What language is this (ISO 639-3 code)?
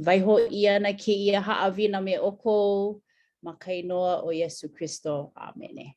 haw